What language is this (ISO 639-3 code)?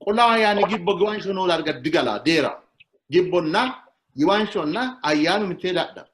sid